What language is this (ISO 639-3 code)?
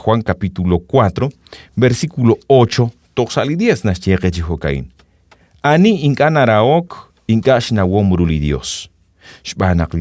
kek